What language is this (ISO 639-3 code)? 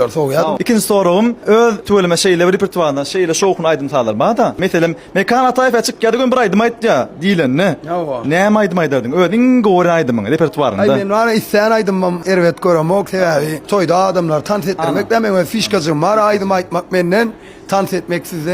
tuk